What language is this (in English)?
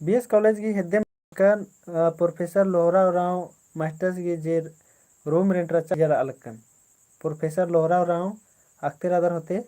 Kurukh